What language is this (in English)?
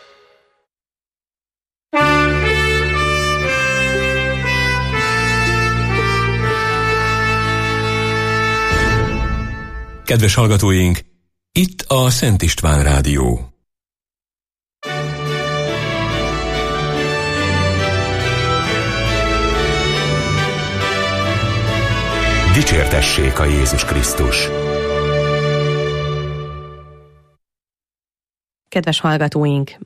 Hungarian